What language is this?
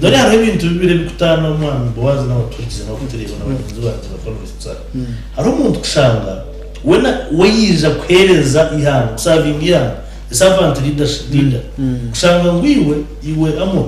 Nyankole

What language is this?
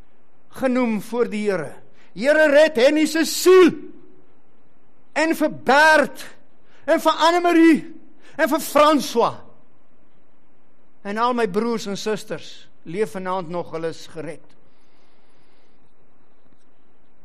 Afrikaans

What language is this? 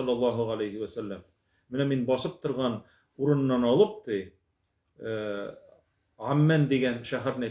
Tatar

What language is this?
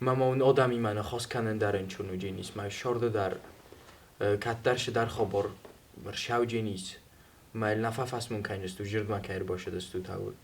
Ossetic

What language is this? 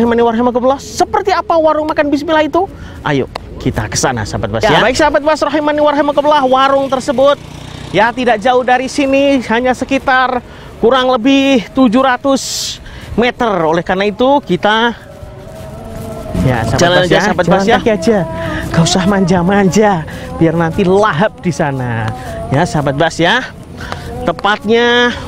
Indonesian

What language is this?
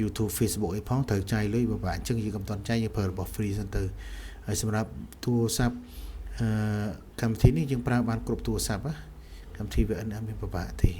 Khmer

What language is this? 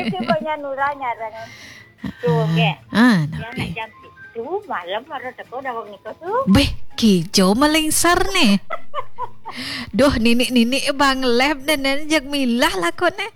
Balinese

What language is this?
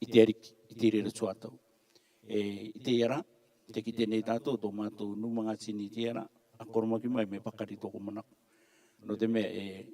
Rarotongan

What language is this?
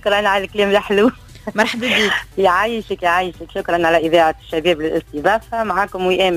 Tunisian Arabic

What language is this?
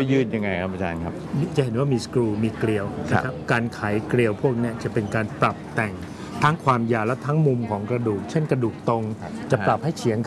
Thai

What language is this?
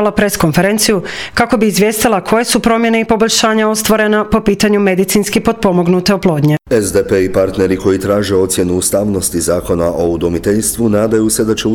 Croatian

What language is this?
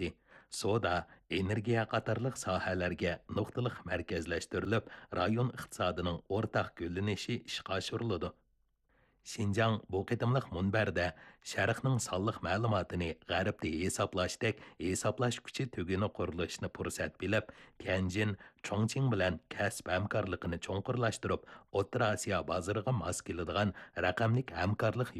Uyghur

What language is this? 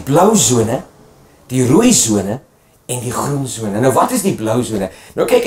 Afrikaans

